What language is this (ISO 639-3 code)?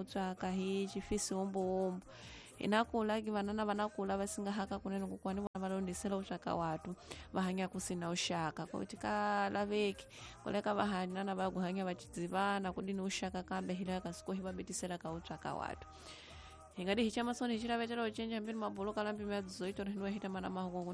tso